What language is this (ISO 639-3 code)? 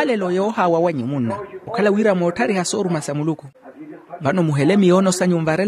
vmw